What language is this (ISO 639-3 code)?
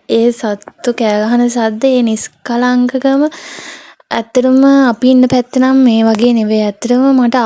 sin